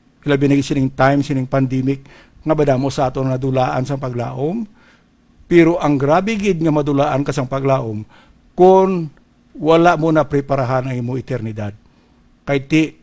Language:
Hiligaynon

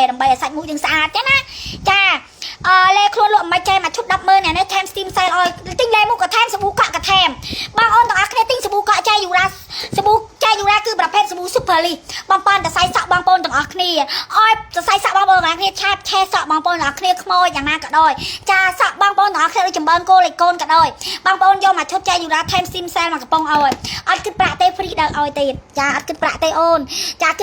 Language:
Khmer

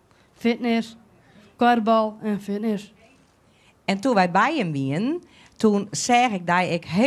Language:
Western Frisian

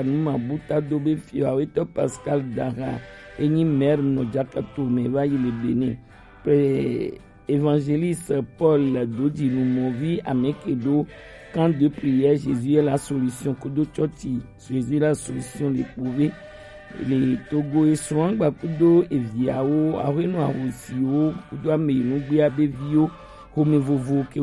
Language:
Gen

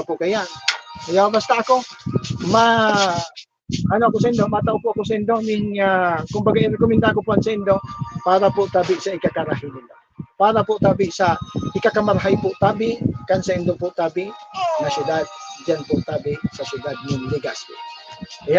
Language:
Bikol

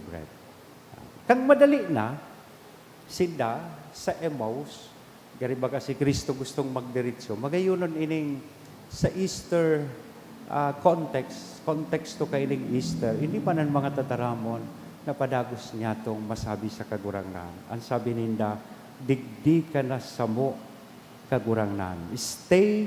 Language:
Bikol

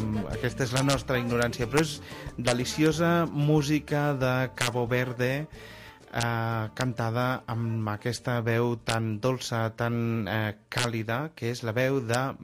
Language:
Catalan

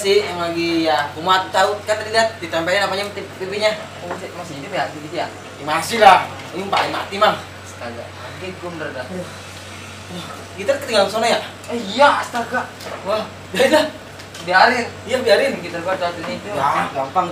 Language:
Betawi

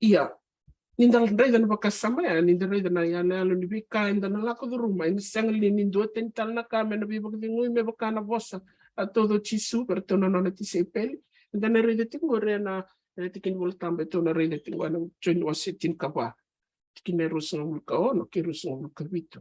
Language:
Fijian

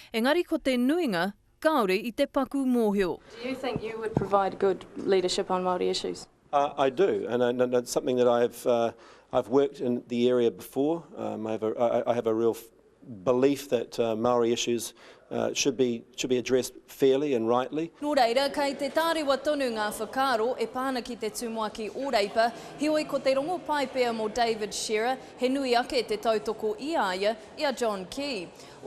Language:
Māori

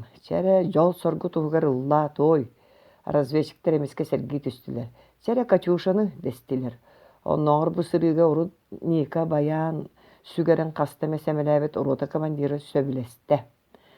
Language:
Yakut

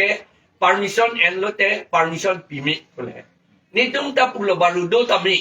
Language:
Karbi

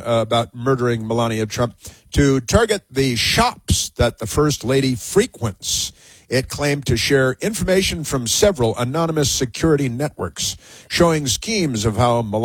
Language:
English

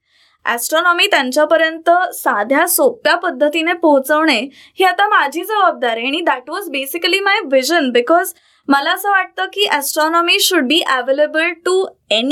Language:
Marathi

